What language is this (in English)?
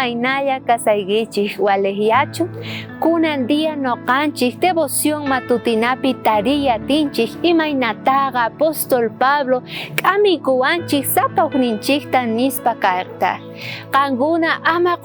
South Bolivian Quechua